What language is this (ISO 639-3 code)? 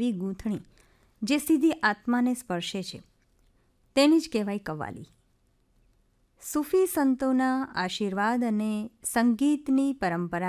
guj